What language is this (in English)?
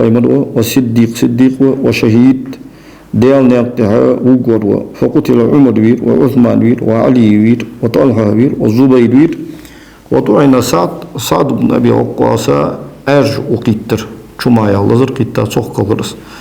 Ingush